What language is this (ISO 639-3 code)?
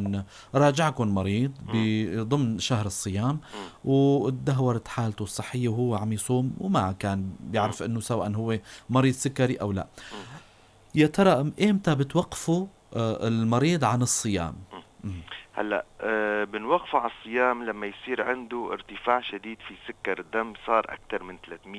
apc